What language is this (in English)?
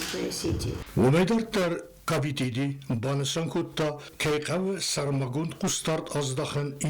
Ossetic